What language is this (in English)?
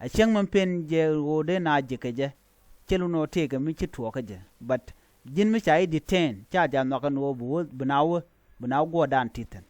Nuer